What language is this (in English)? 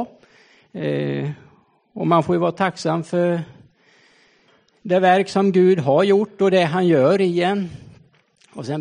Swedish